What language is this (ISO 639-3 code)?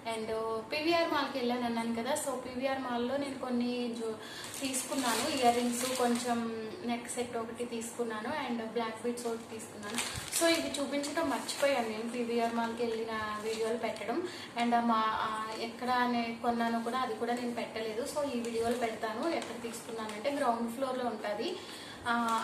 tel